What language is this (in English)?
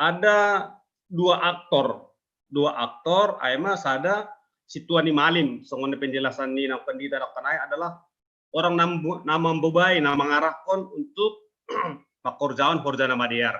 Batak Simalungun